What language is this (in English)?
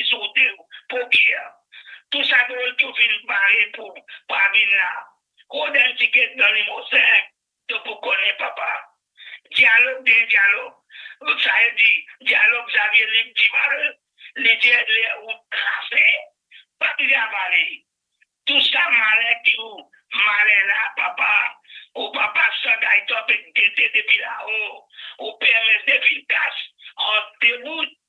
Morisyen